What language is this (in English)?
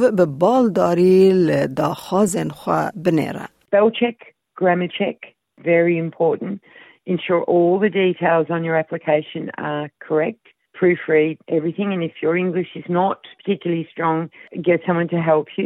Kurdish